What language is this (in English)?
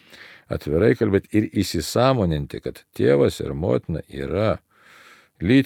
Lithuanian